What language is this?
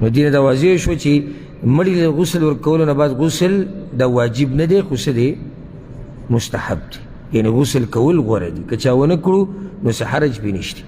Pashto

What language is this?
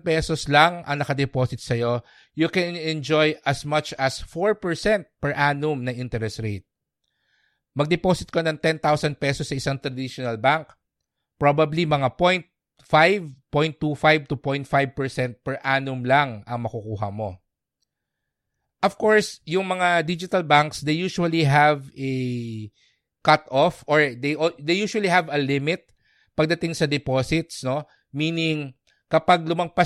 Filipino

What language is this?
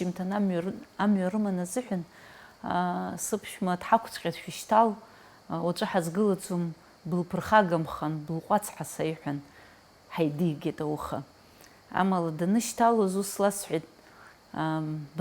Abkhazian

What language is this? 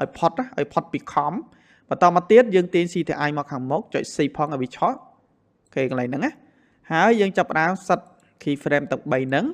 Khmer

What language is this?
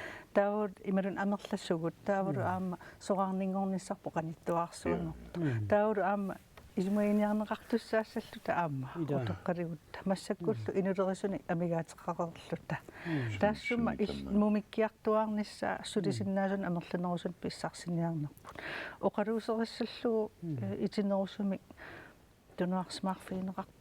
Kalaallisut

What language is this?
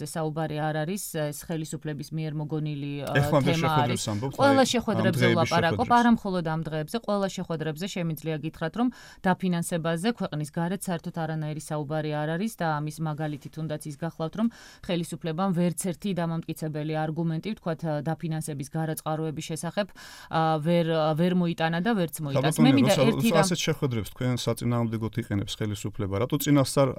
Georgian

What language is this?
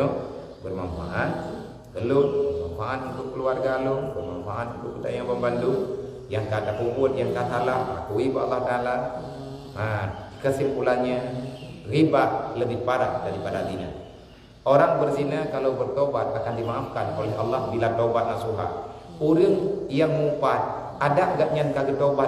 Achinese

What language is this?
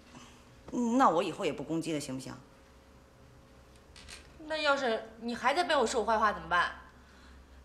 Chinese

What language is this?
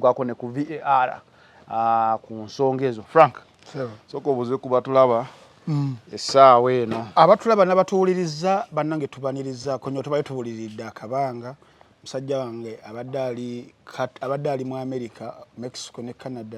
Ganda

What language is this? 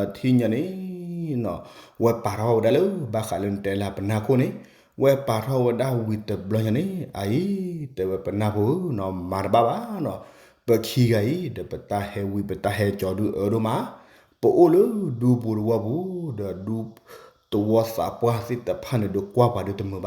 S'gaw Karen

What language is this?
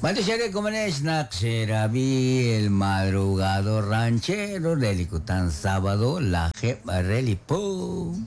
Kekchí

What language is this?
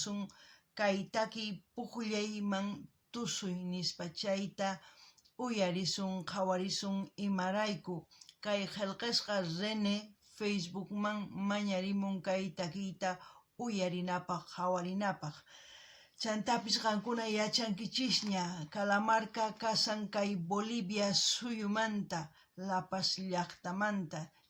South Bolivian Quechua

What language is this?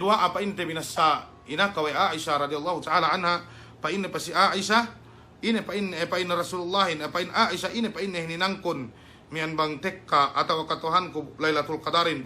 Yakan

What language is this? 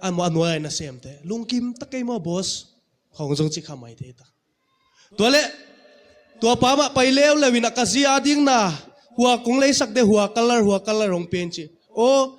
Tedim Chin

